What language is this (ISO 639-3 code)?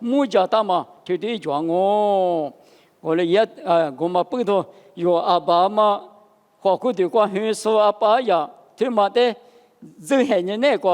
lis